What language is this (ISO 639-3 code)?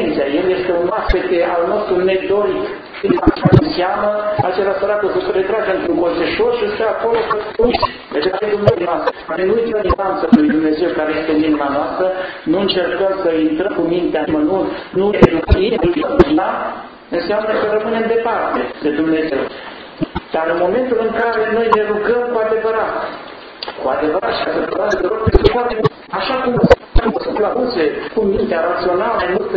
ron